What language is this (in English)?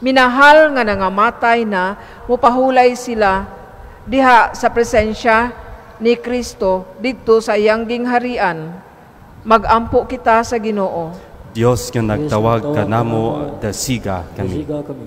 Cebuano